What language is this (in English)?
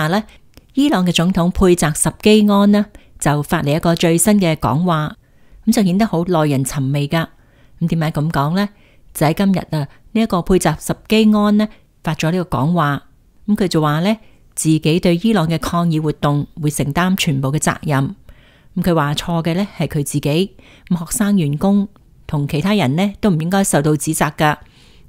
Cantonese